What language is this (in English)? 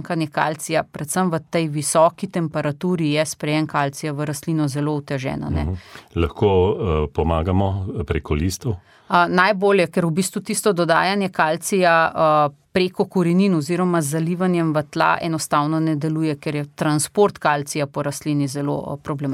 Slovenian